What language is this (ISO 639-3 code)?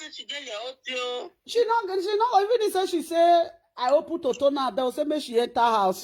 pcm